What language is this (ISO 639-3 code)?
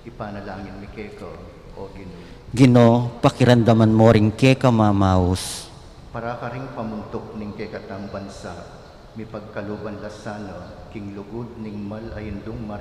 pam